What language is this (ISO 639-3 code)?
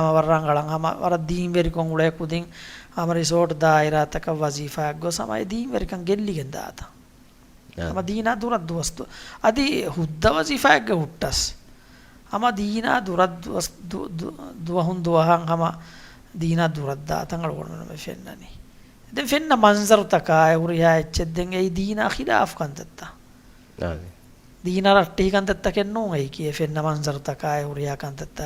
div